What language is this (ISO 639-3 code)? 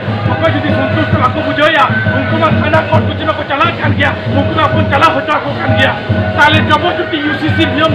sat